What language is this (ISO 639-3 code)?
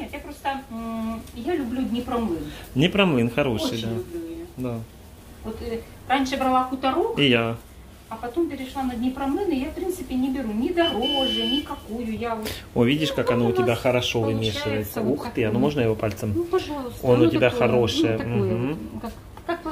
rus